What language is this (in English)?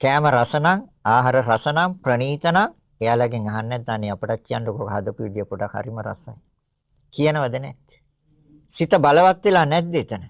Sinhala